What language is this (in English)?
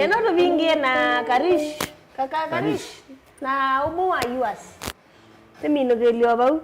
Kamba